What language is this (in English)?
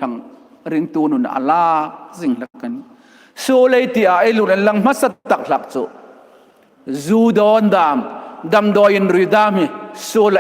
Hmar